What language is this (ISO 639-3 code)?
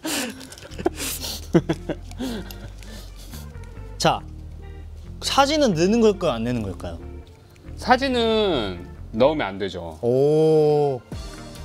kor